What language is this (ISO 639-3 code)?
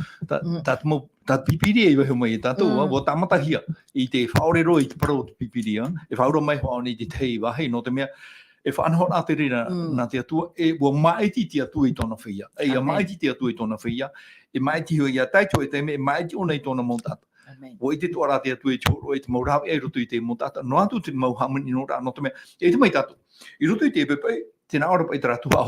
tah